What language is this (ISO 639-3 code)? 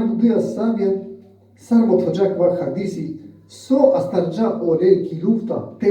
rmn